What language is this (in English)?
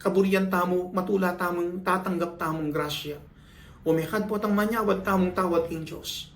Pampanga